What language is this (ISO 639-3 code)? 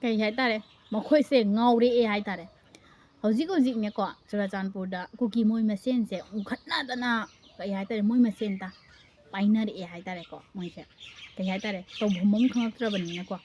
mni